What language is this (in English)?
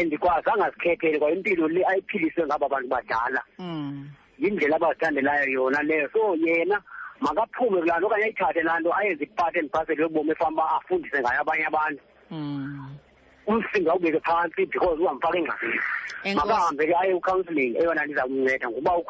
Xhosa